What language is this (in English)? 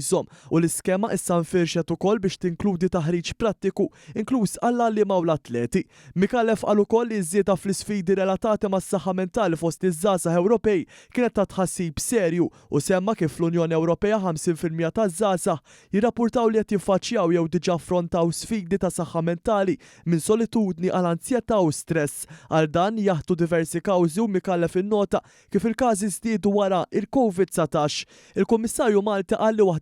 Maltese